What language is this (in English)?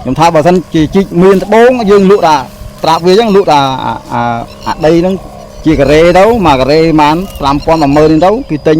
Khmer